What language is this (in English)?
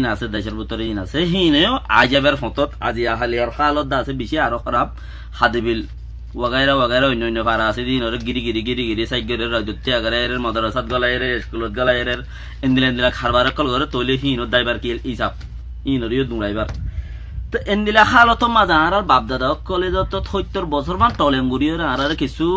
Rohingya